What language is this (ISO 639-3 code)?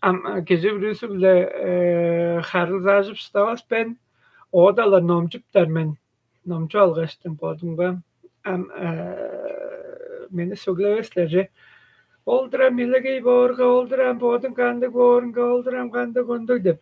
tyv